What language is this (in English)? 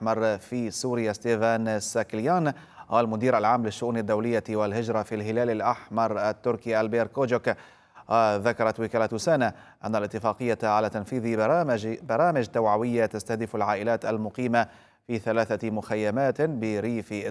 Arabic